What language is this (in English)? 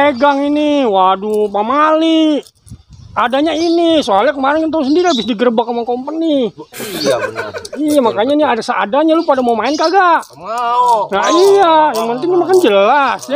Betawi